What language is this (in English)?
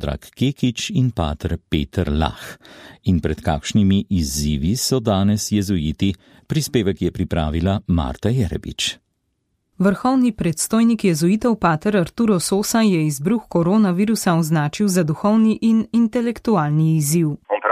Slovenian